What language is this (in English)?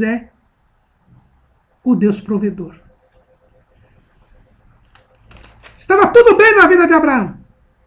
Portuguese